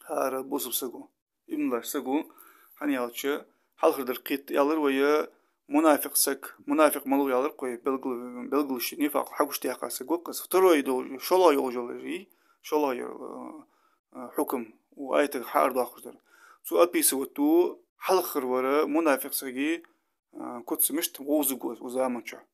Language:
Ingush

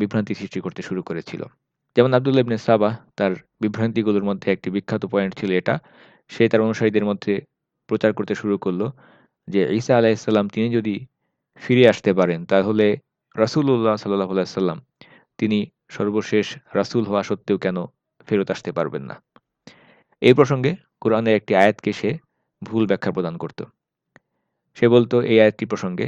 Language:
Bangla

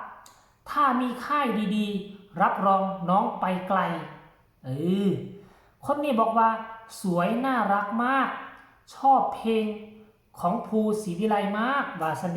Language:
Northeastern Thai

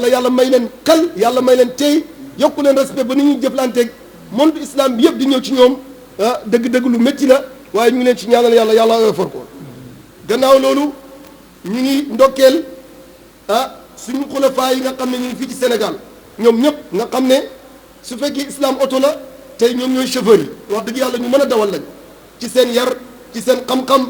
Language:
Wolof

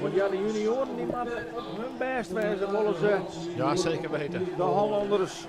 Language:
Western Frisian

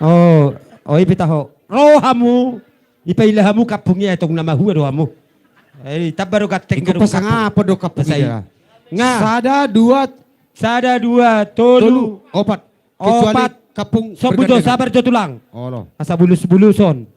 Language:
Batak Toba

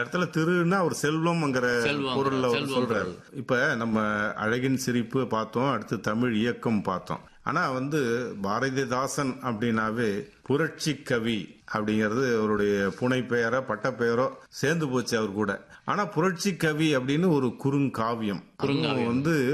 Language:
Tamil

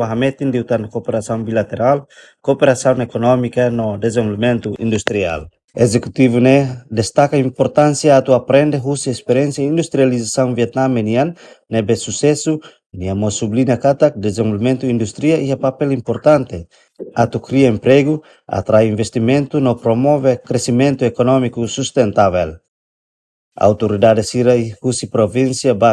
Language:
Tetum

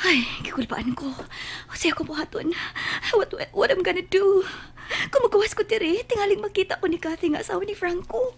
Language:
Cebuano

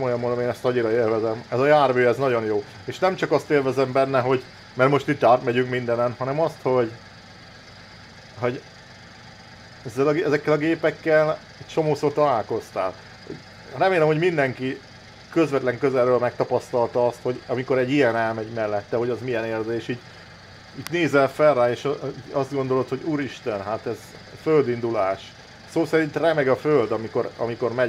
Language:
Hungarian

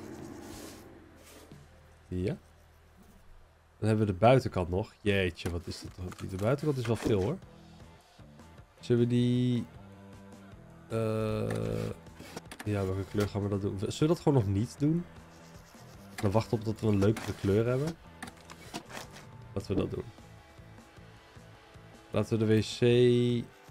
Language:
Dutch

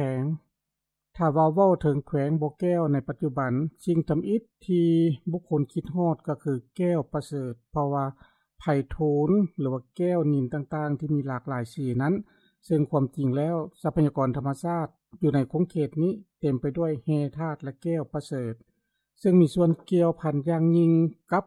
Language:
Lao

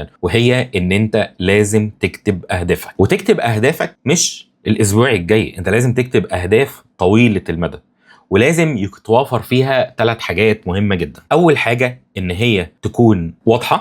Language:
Egyptian Arabic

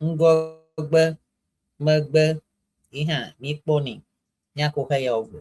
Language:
Ewe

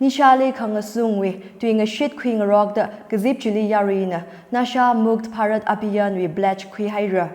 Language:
Tangkhul Naga (India)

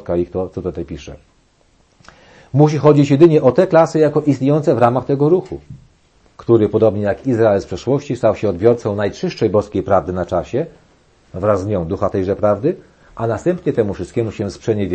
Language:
Polish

